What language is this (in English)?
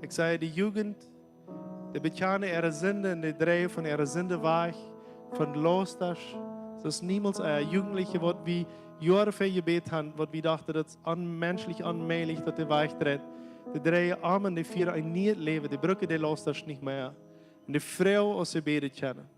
Plautdietsch